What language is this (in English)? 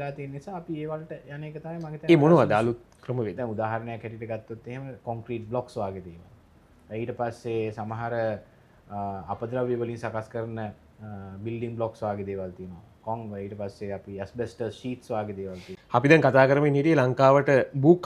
Sinhala